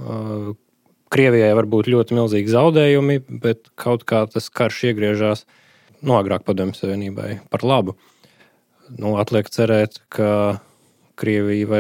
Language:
Latvian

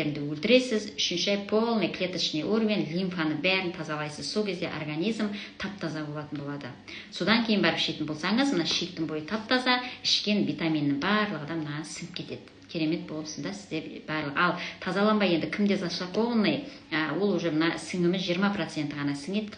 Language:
Kazakh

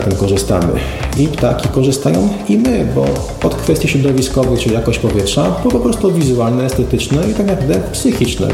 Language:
Polish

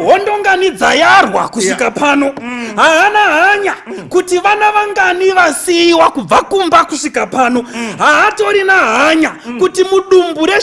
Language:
Shona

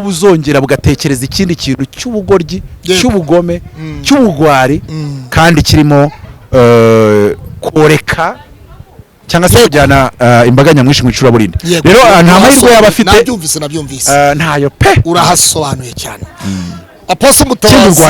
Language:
Kinyarwanda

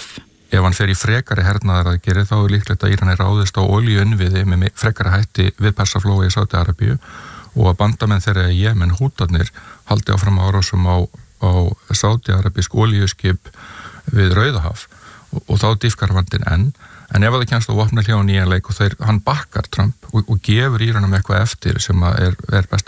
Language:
Icelandic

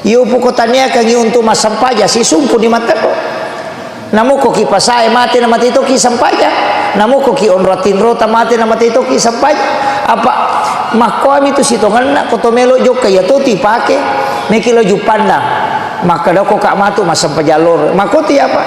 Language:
Buginese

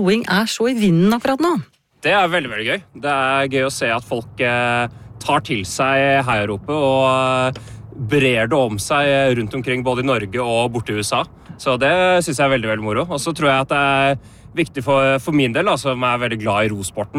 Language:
Norwegian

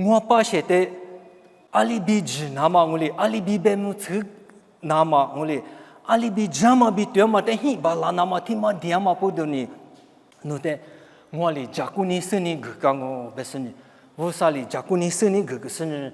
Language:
Lisu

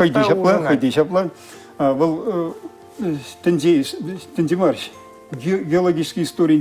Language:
Chuvash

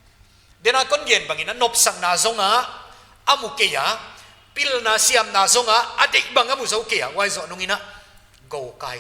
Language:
Paite Chin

